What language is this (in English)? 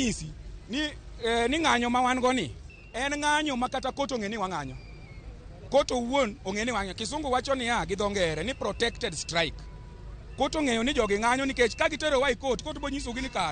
Luo (Kenya and Tanzania)